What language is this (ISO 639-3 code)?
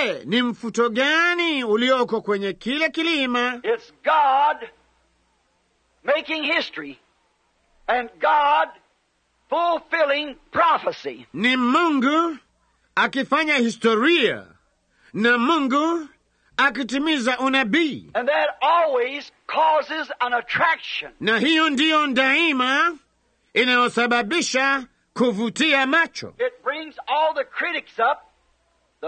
swa